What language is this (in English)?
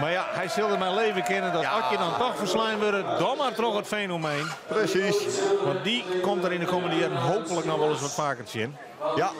Western Frisian